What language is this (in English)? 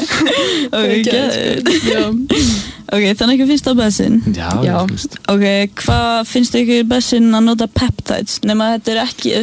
Icelandic